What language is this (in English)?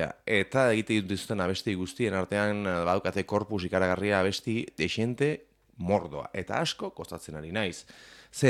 Basque